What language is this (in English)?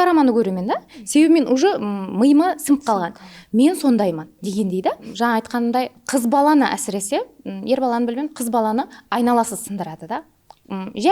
Kara-Kalpak